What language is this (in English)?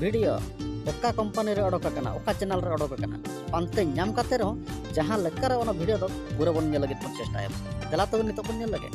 Santali